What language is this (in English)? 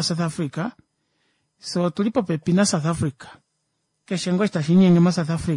Kuanyama